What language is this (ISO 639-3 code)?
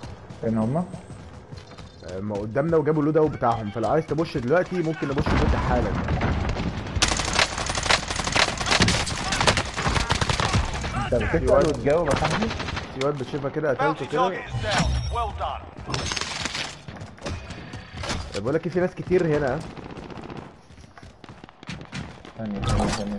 arz